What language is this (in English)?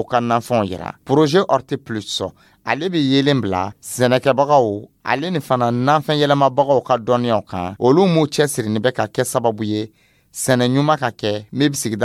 Dyula